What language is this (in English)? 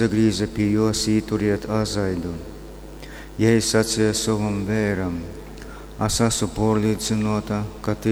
Latgalian